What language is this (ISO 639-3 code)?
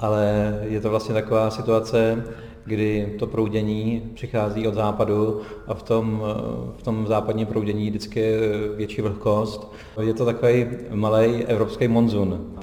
ces